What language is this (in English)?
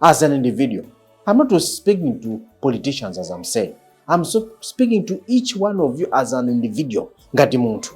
Nyanja